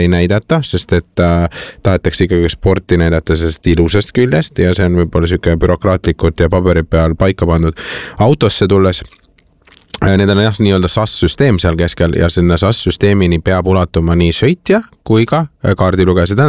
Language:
Estonian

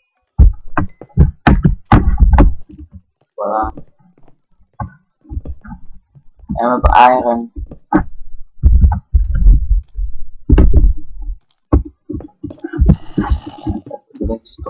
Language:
Dutch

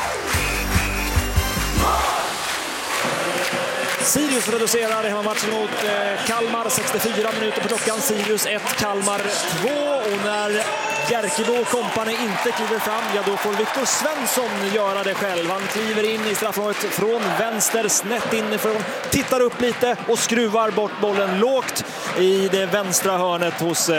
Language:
Swedish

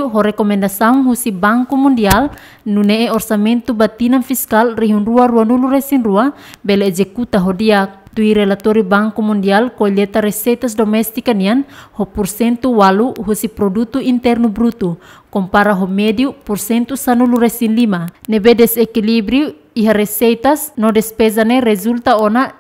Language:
Tetum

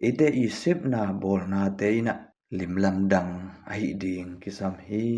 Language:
Tedim Chin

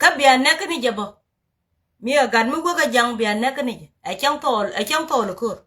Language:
Nuer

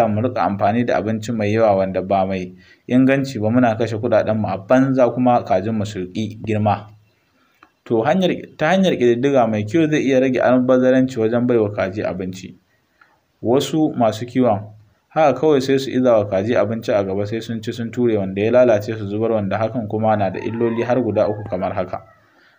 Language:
Hausa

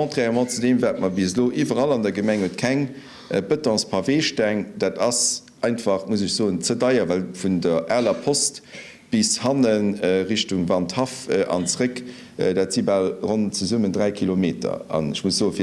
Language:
Luxembourgish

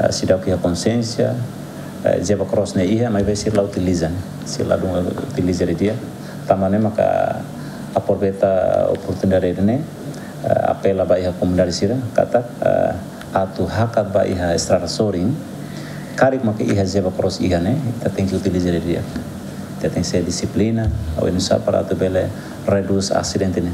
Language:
Tetum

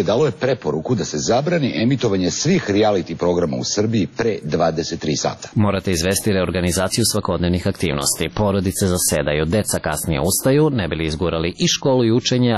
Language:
Serbian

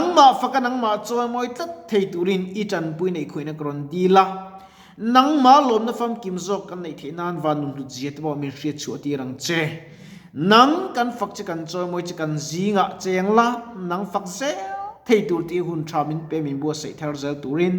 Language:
Mizo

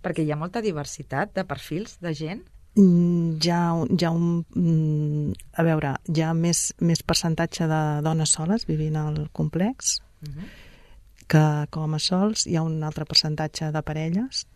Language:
Catalan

